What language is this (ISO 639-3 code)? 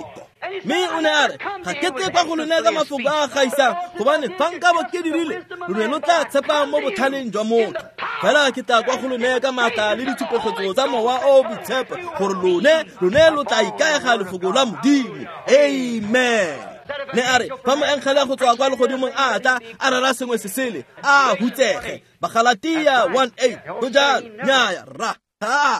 tsn